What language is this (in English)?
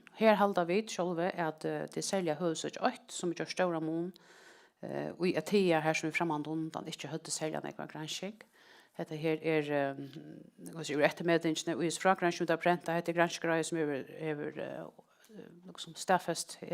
Faroese